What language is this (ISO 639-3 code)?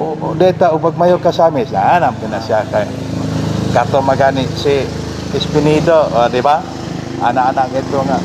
ceb